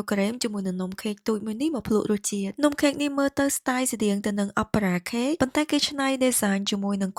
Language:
Khmer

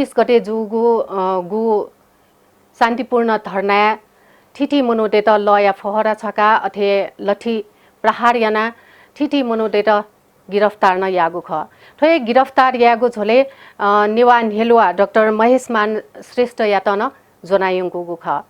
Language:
Newari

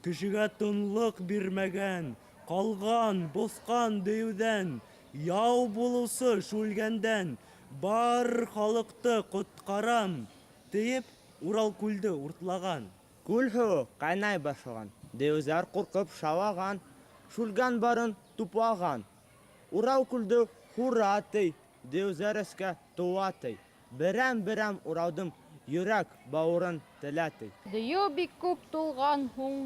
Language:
Bashkir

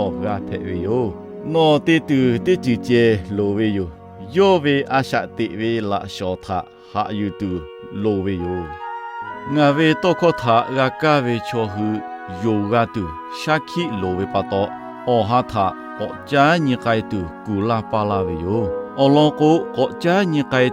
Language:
Lahu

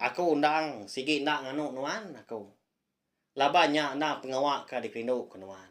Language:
Iban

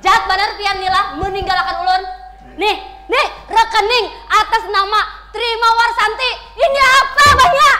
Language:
Banjar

